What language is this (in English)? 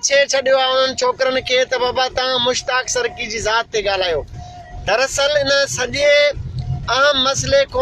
Sindhi